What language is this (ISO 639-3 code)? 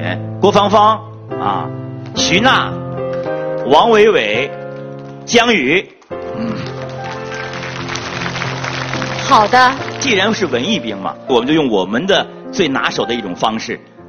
zho